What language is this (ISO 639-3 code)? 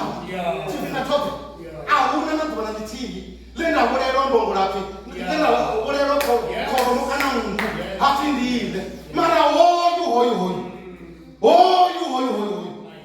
ven